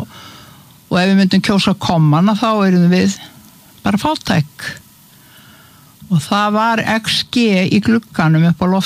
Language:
Icelandic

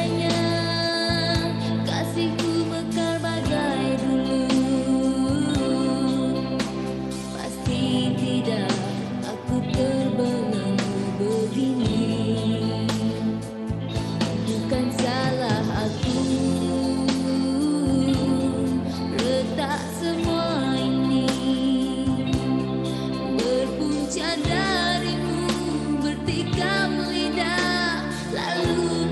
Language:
Malay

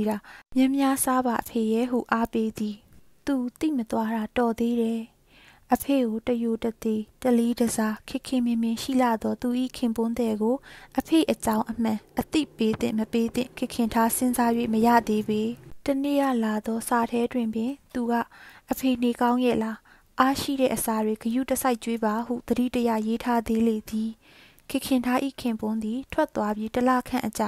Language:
Burmese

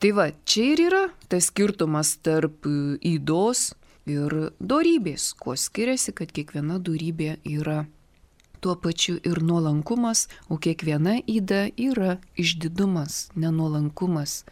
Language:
Lithuanian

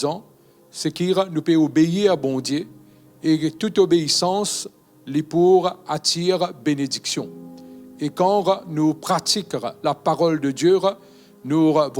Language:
Morisyen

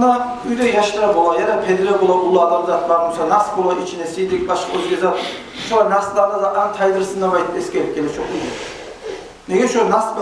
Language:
Kumyk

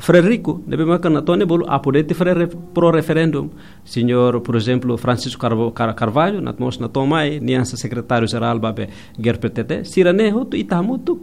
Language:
Tetum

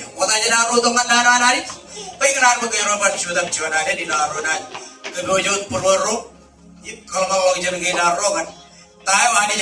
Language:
Marshallese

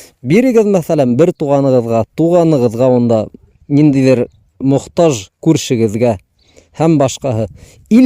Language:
Bashkir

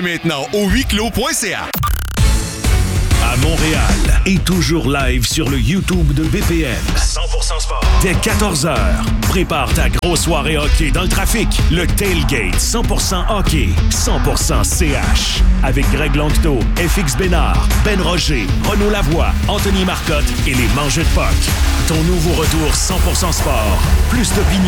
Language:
French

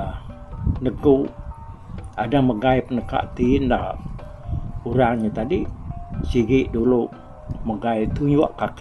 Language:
Iban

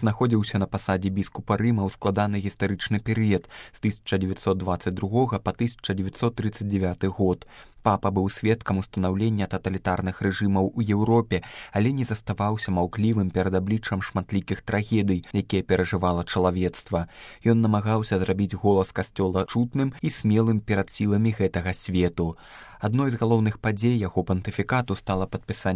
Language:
Belarusian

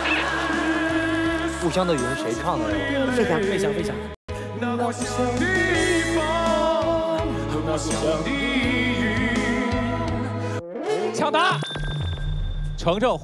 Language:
Chinese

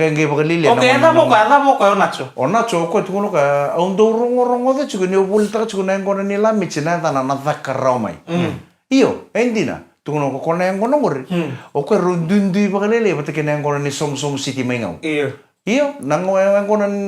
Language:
Fijian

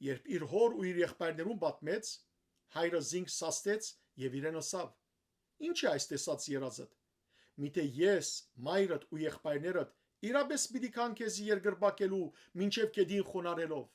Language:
Western Armenian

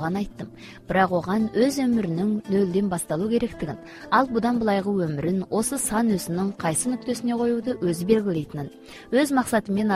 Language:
Kyrgyz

